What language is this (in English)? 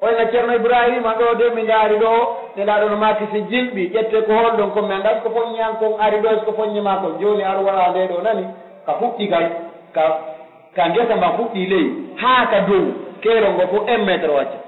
Pular